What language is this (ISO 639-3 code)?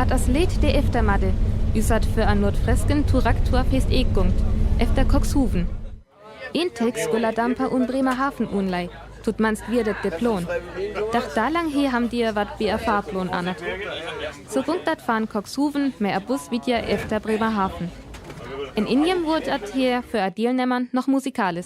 frr